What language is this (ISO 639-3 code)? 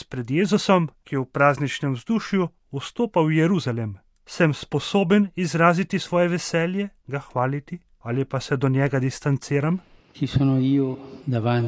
slv